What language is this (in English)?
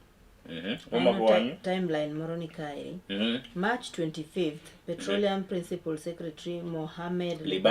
Luo (Kenya and Tanzania)